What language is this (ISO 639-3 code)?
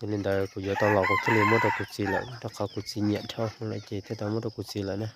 hmn